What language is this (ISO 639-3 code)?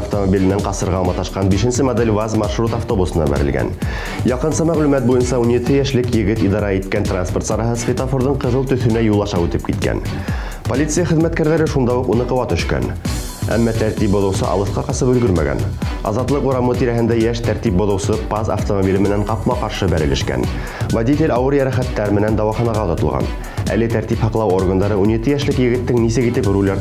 bak